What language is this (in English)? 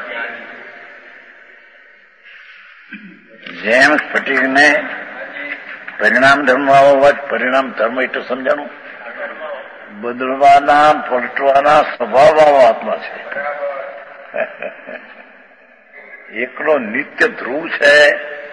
Gujarati